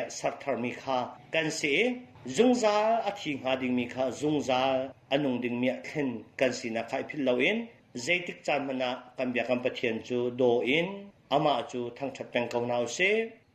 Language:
Hakha Chin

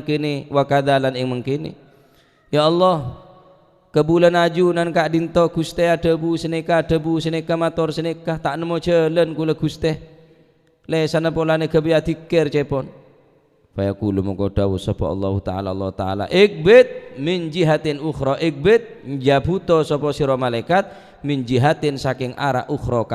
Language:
Madurese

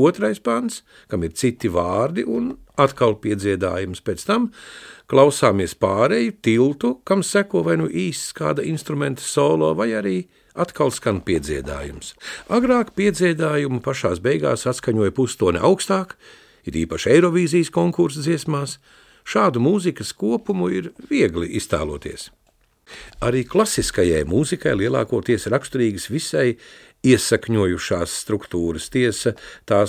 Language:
Latvian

